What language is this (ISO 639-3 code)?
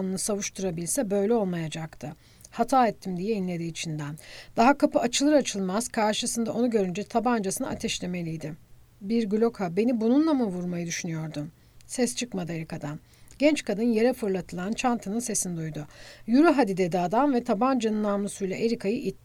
tur